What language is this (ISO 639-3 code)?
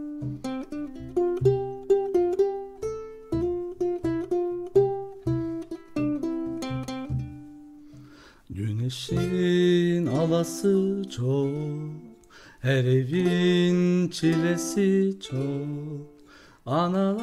tur